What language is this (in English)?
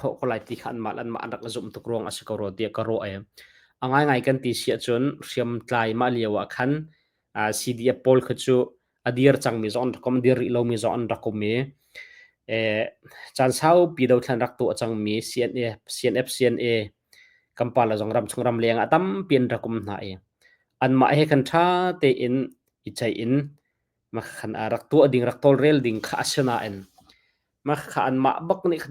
Hakha Chin